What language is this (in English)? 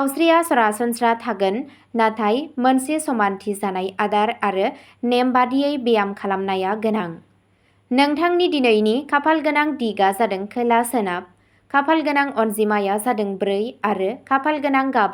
Bodo